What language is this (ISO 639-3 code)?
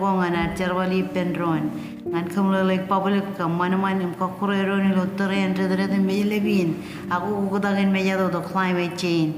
mah